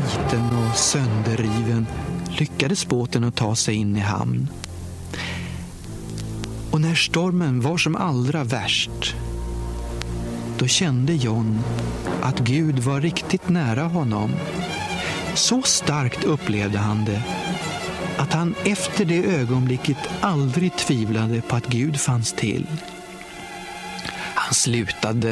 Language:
Swedish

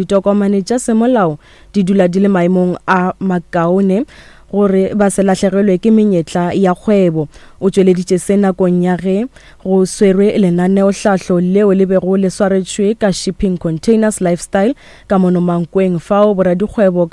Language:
Northern Sotho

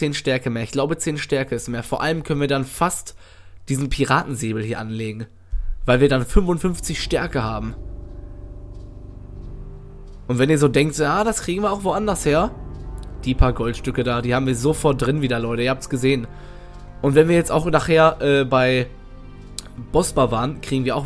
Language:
German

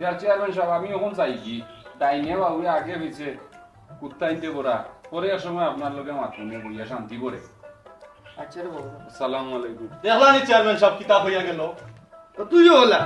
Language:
Sylheti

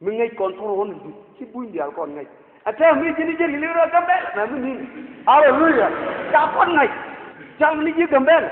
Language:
Nuer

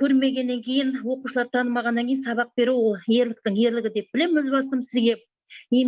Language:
Kazakh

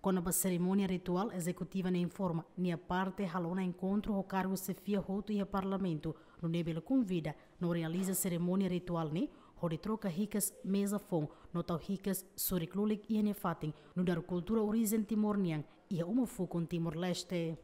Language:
Tetum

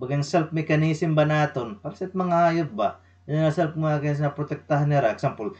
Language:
Waray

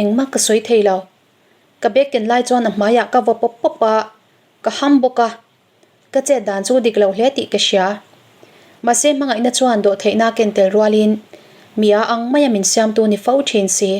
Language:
Mizo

